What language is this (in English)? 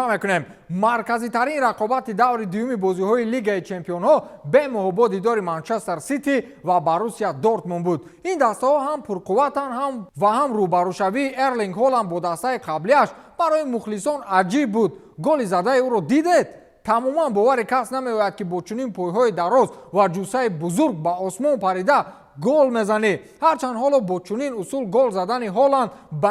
Tajik